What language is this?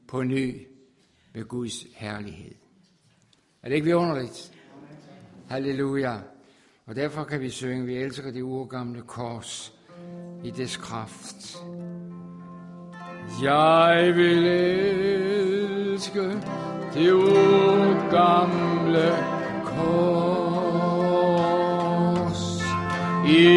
Danish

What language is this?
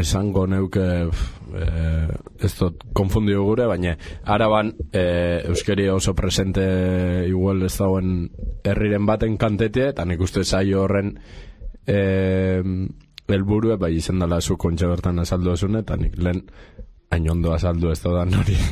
Basque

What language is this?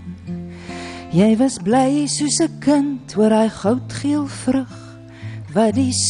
Afrikaans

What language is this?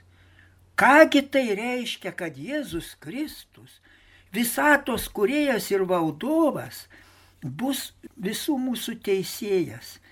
Lithuanian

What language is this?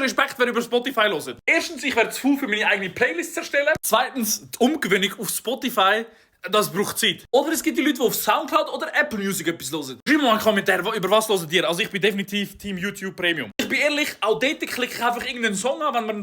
Swiss German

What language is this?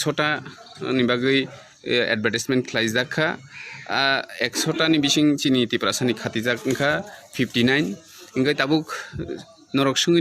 Kok Borok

